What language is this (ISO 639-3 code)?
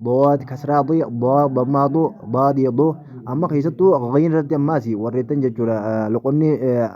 orm